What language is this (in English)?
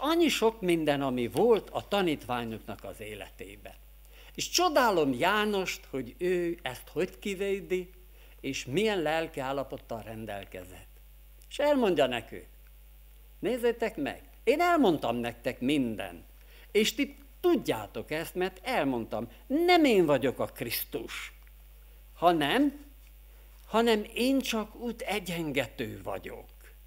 Hungarian